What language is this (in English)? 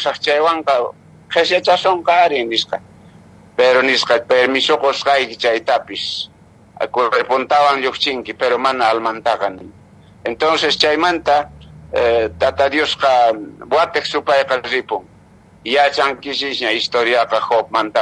Quechua